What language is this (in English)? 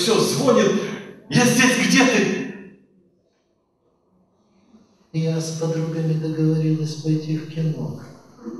Russian